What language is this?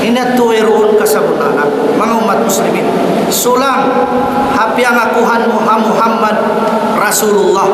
Tausug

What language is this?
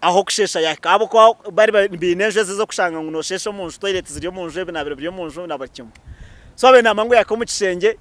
Nyankole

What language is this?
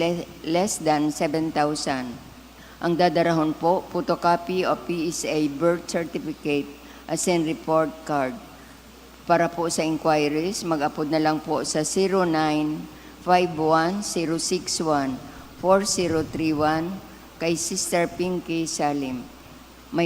Bikol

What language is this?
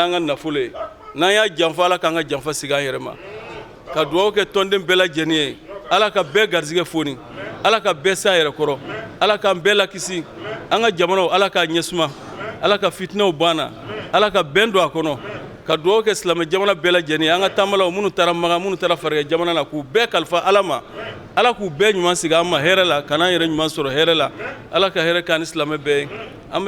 Bambara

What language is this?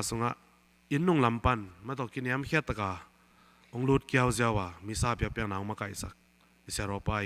Tedim Chin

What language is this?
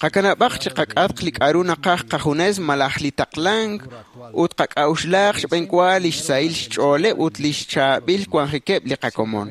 Kekchí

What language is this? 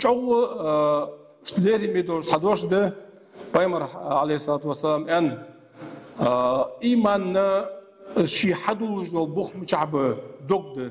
Ingush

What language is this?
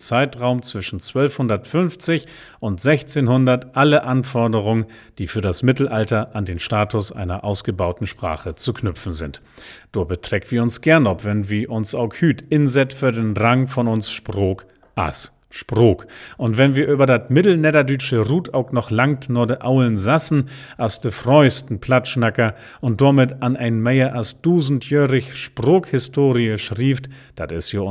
Low German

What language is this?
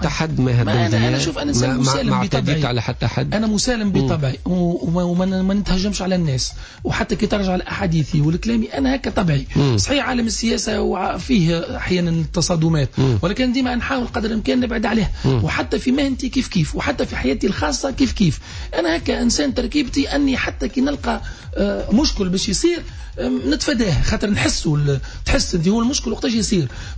Tunisian Arabic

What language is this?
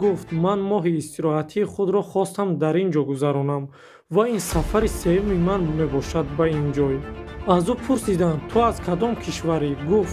Tajik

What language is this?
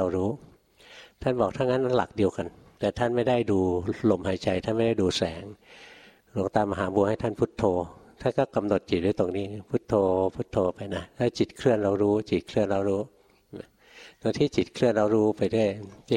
Thai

